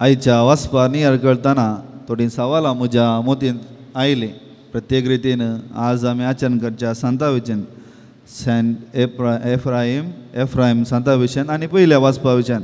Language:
Konkani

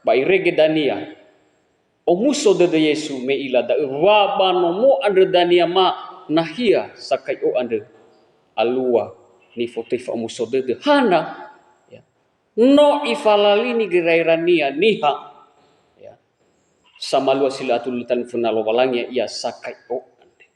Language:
Nias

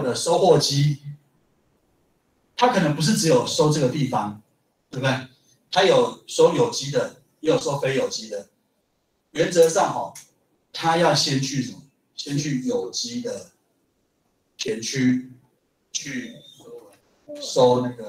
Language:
Chinese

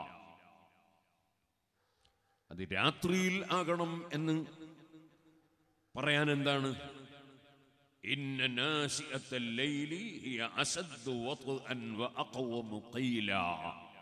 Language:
Malayalam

